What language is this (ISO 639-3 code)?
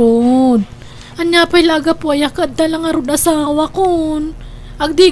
ilo